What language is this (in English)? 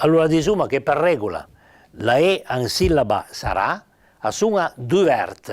Piedmontese